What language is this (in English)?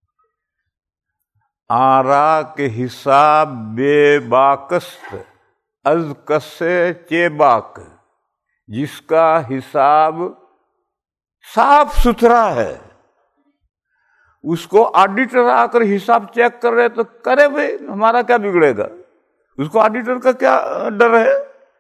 Urdu